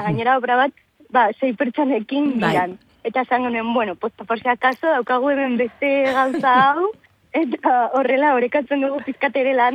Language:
Basque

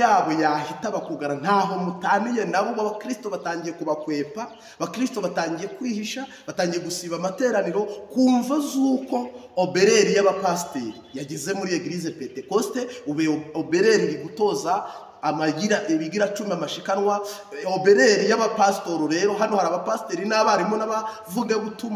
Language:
Kinyarwanda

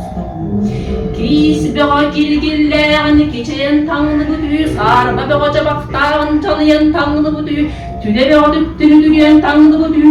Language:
Yakut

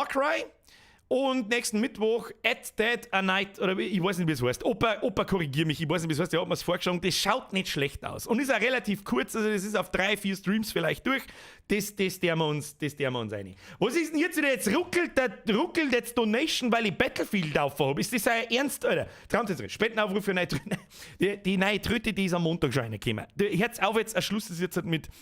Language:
Bavarian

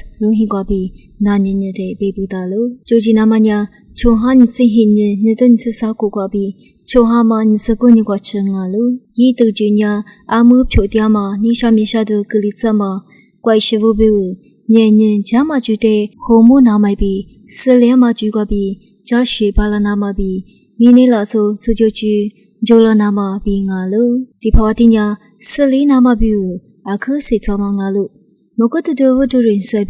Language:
Lisu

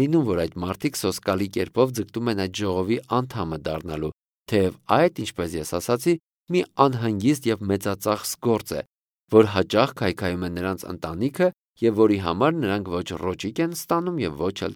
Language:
Armenian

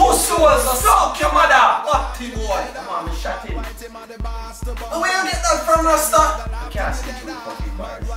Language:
Jamaican Creole English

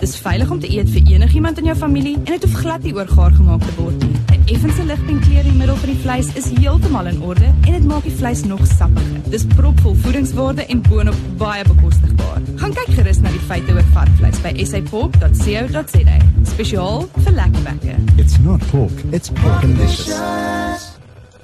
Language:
Afrikaans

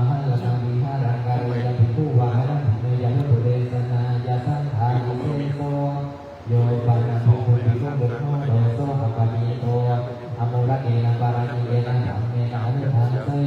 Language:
Pali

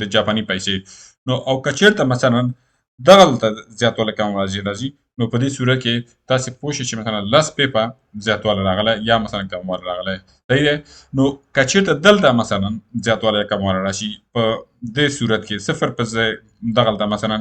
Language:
Pashto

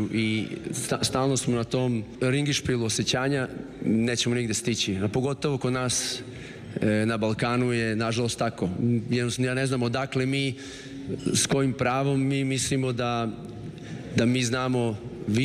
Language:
Serbian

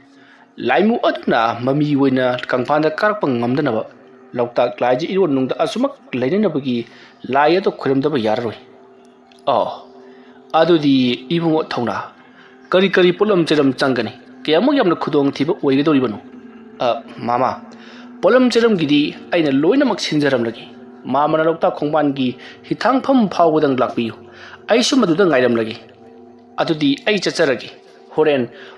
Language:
Manipuri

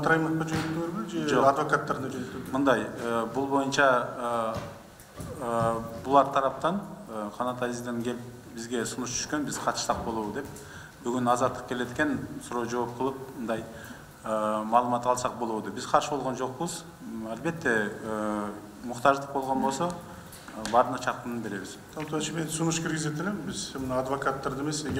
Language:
Kyrgyz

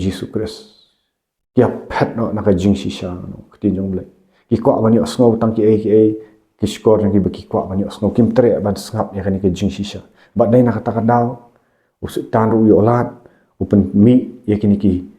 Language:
Khasi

